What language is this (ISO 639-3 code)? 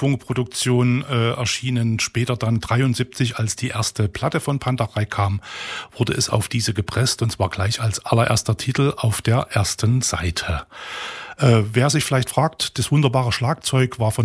deu